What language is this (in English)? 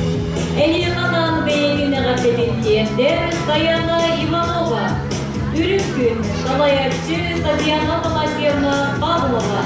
Yakut